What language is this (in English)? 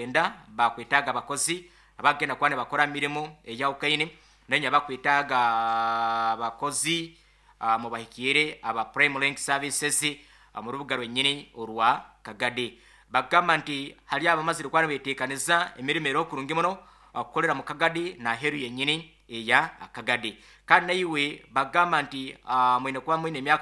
Nyoro